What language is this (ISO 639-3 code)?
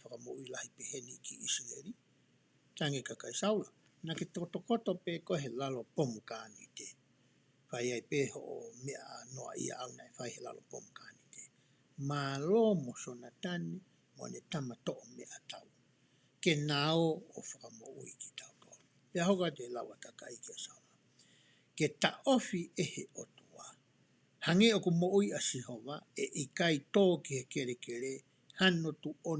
ton